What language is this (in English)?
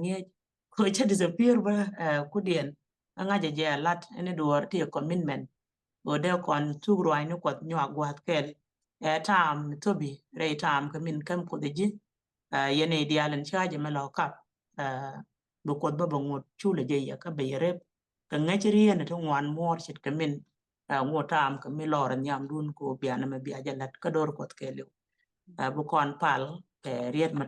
Nuer